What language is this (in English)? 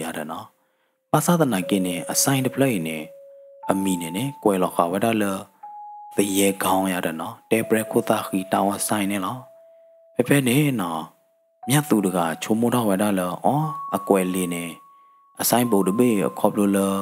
S'gaw Karen